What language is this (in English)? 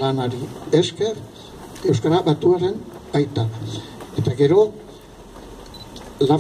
Basque